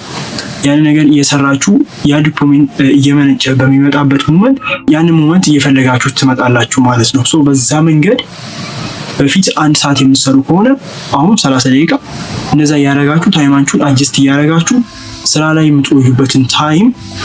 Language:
Amharic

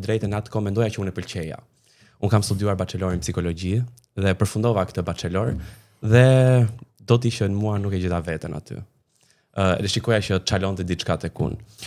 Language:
Albanian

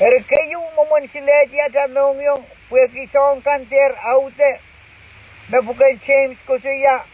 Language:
Pohnpeian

